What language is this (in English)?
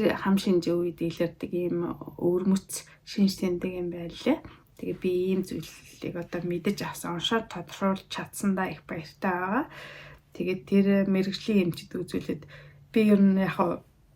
Mongolian